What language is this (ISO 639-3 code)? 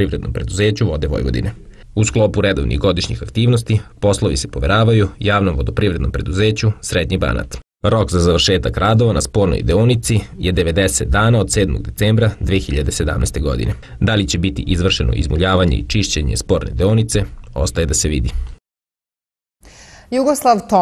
srp